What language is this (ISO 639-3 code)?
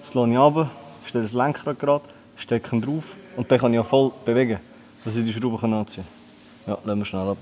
gsw